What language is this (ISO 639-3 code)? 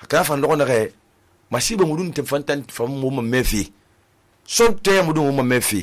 sus